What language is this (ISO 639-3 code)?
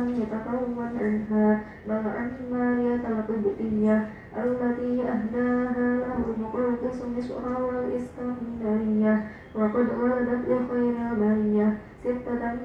ara